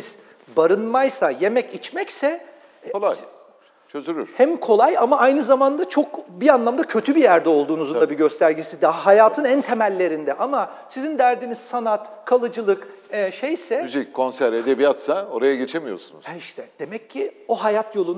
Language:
Turkish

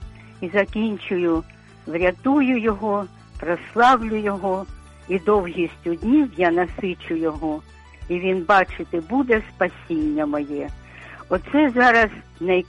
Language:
Ukrainian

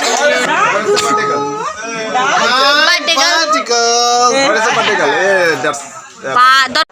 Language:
Kok Borok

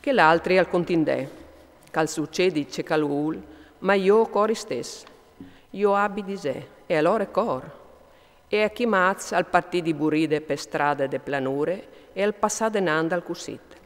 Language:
Friulian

